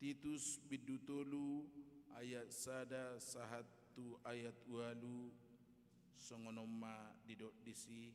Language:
Batak Toba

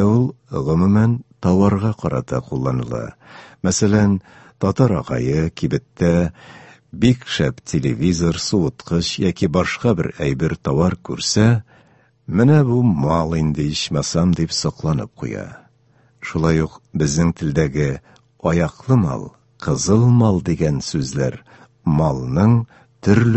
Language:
Tatar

